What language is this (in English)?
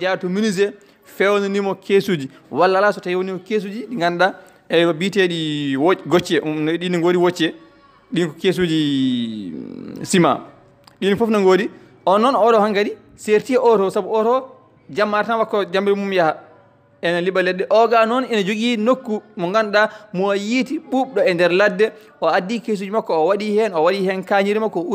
Fula